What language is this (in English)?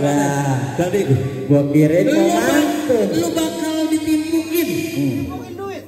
Betawi